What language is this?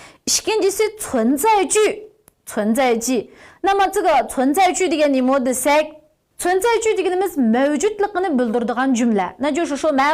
Uyghur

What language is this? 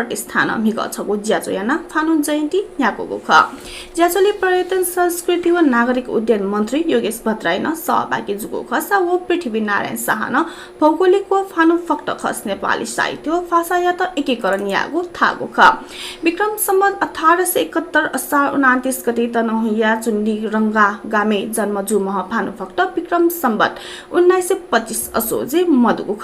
Newari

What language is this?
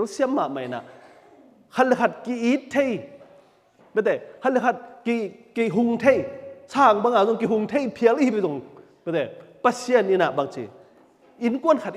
Tedim Chin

